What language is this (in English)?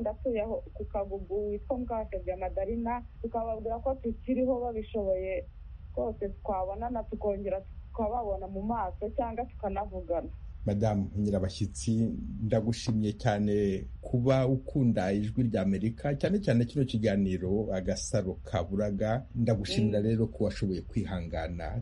Kinyarwanda